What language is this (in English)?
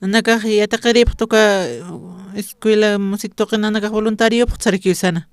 Aymara